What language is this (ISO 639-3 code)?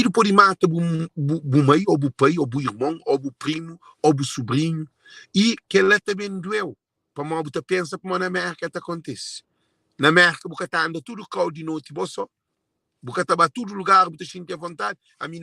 kea